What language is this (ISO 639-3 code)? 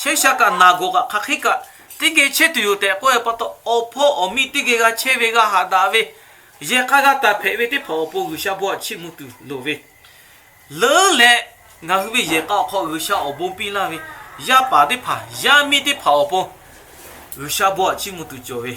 lhu